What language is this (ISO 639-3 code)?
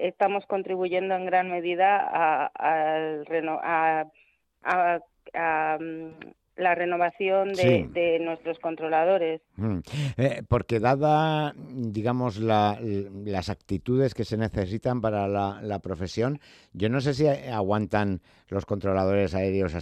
spa